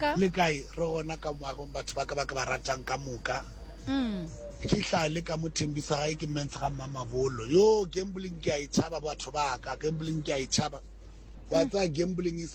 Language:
Northern Sotho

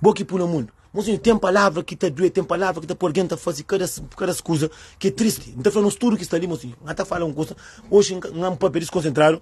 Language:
Kabuverdianu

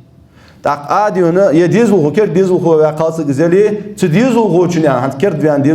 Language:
Ingush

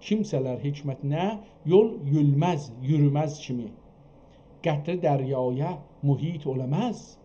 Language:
South Azerbaijani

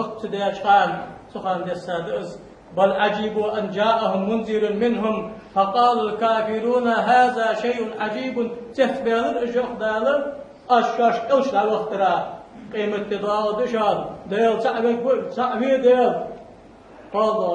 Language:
Ingush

